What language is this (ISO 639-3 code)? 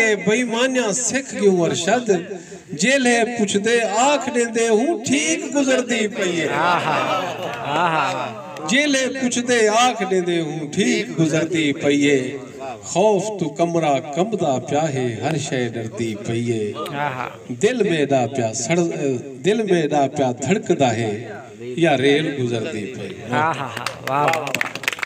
skr